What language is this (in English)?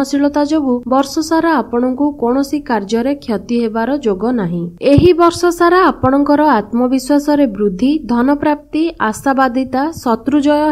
Odia